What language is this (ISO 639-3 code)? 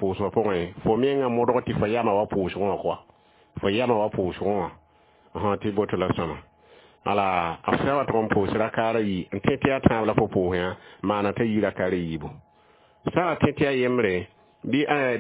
mos